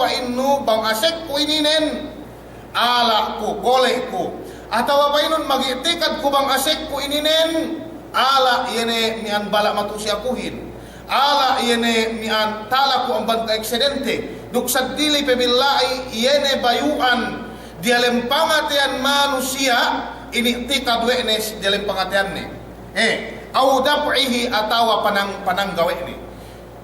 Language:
Yakan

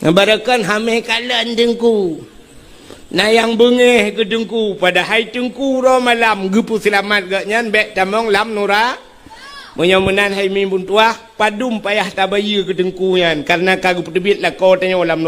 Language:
Achinese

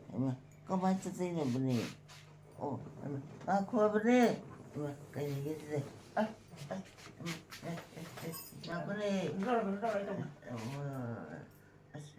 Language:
Manipuri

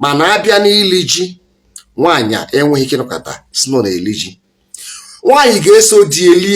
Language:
Igbo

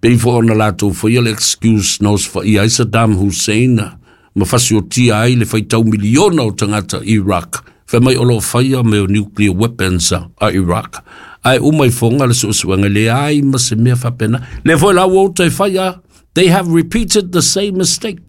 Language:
Samoan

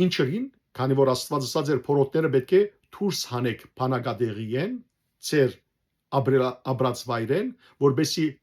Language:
Western Armenian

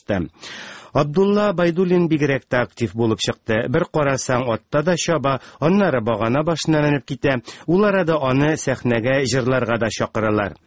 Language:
Tatar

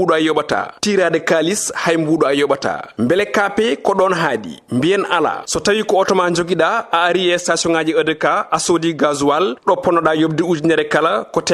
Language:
Fula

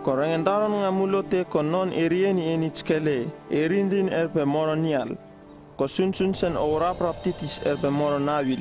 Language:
Uripiv-Wala-Rano-Atchin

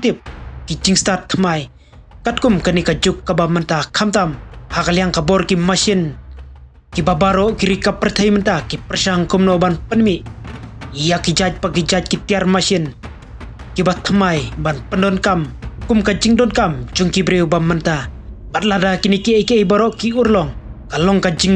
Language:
Khasi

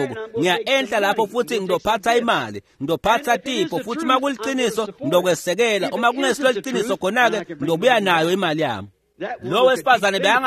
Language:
Swati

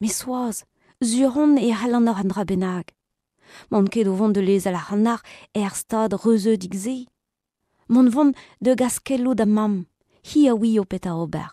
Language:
Breton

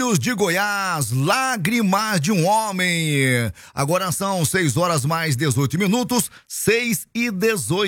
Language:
Portuguese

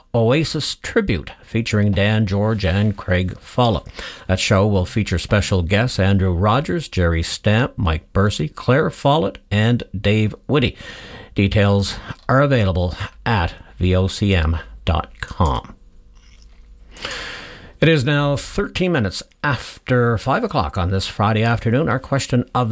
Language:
English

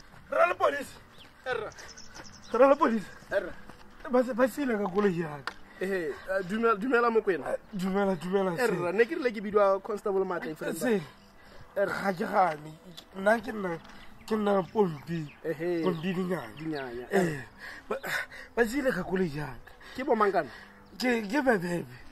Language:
Tswana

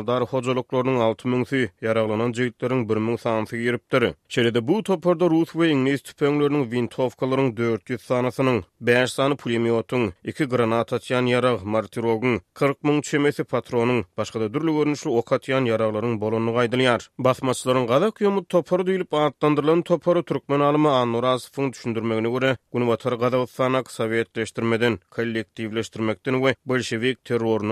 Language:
Turkmen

